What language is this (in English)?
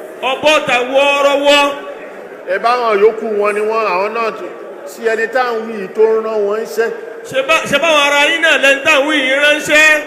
Yoruba